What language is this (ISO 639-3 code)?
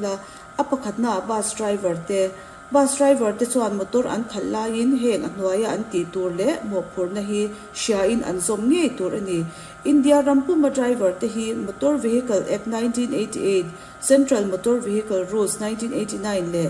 lus